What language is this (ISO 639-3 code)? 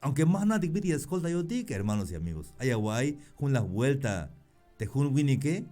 tzh